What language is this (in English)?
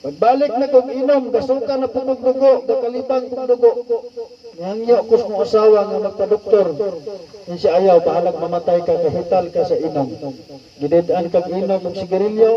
Cebuano